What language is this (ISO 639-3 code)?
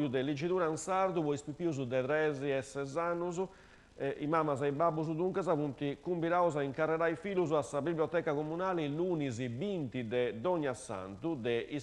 srd